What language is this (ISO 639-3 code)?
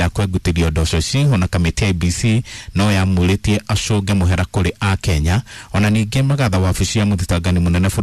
kik